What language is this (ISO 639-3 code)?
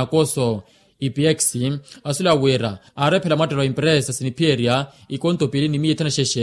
vmw